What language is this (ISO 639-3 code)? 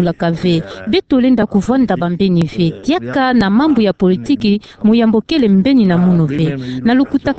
ktu